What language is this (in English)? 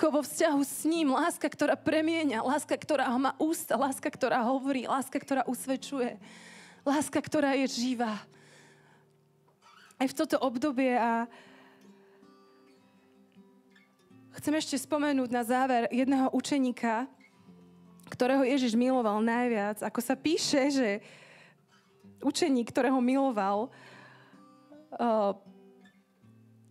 Slovak